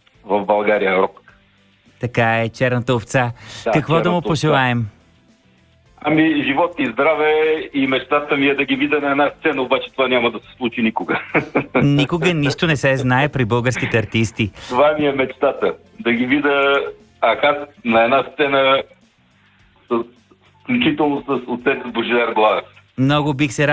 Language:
Bulgarian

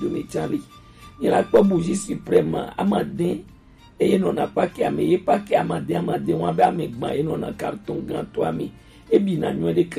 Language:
Gen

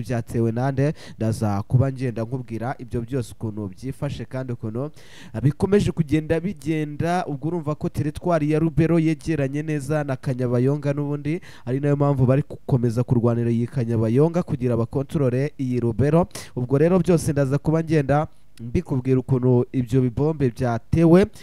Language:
Kinyarwanda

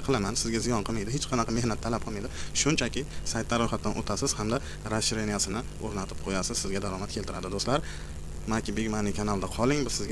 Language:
Uzbek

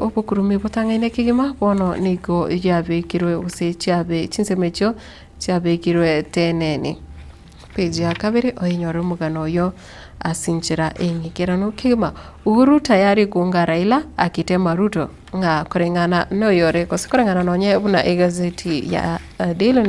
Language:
Gusii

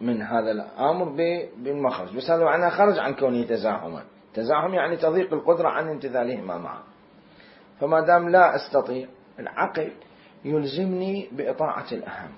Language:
Mesopotamian Arabic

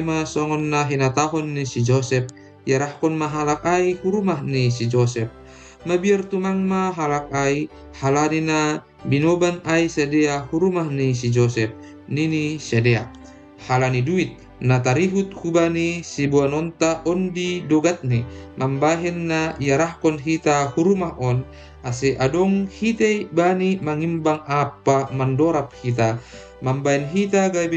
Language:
Batak Simalungun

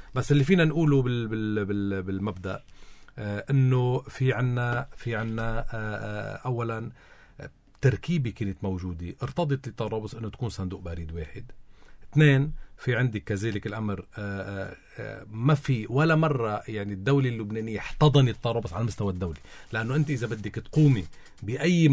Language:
North Levantine Arabic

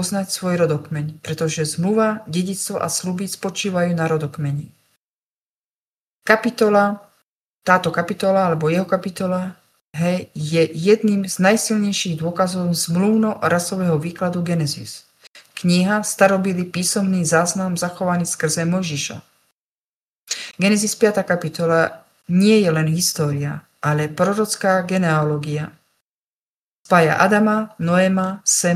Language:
Slovak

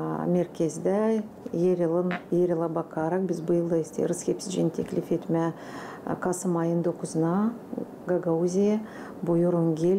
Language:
Gagauz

